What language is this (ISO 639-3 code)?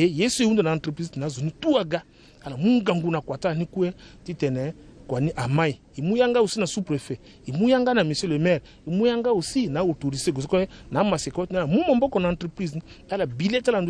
sag